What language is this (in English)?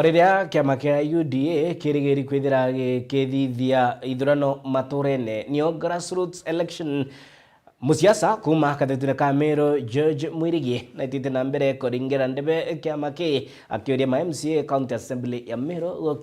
Meru